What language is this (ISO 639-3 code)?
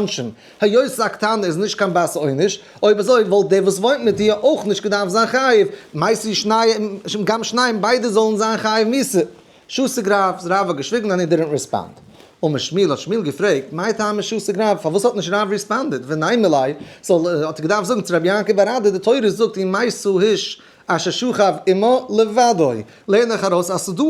yid